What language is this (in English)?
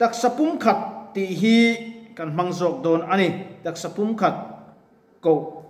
Mizo